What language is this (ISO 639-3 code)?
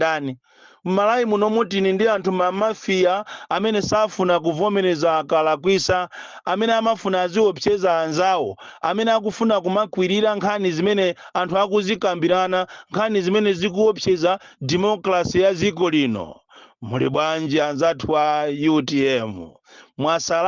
nya